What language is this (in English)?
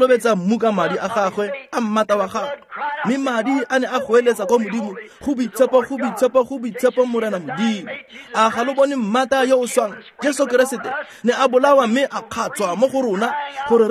Tswana